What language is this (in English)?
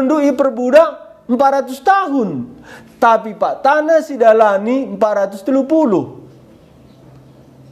Batak Karo